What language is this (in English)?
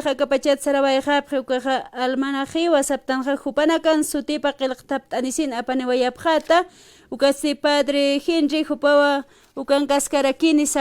Aymara